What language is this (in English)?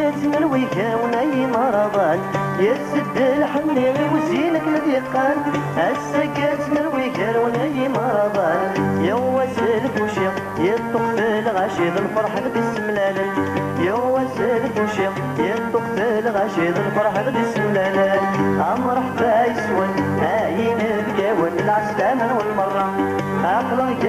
Kabyle